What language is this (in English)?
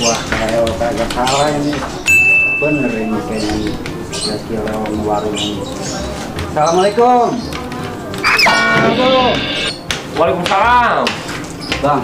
Betawi